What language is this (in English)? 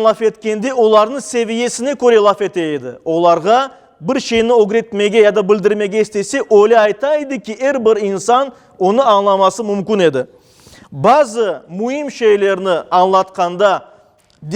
Crimean Tatar